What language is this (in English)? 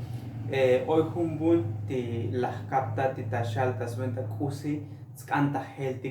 Tzotzil